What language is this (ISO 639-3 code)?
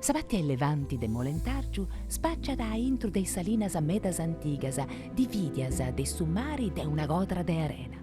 srd